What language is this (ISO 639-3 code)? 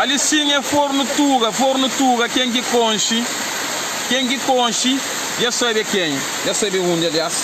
kea